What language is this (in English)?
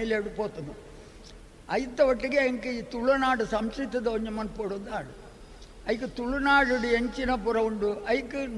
Tulu